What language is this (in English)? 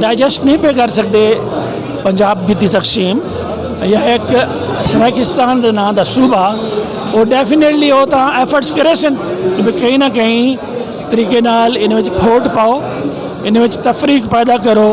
Saraiki